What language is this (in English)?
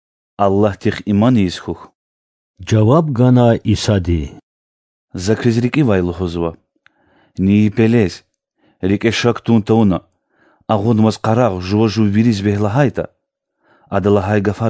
Lezghian